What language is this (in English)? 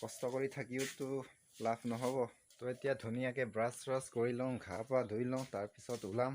Assamese